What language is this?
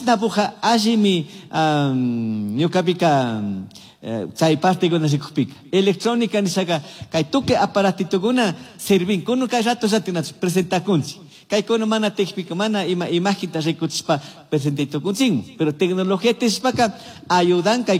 Chimborazo Highland Quichua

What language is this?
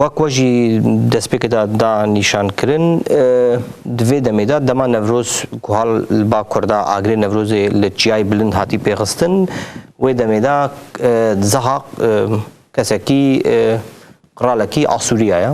Kurdish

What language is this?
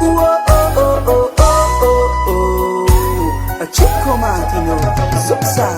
Seselwa Creole French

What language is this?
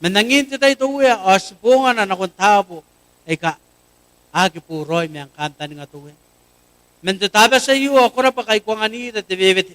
Gilbertese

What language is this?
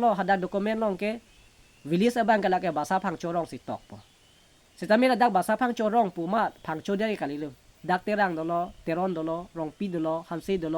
Karbi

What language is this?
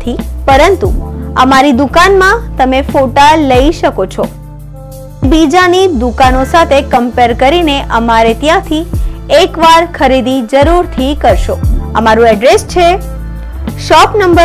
Gujarati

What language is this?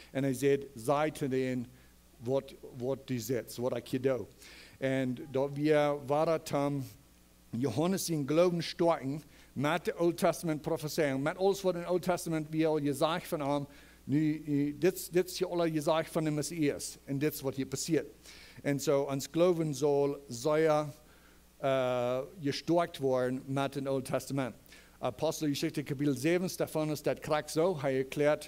Plautdietsch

